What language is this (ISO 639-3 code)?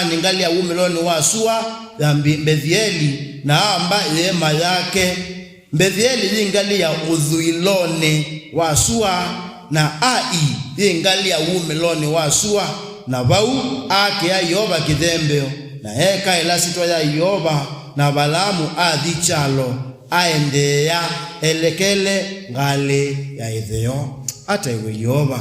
kam